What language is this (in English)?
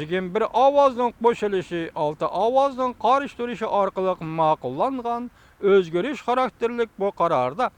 Uyghur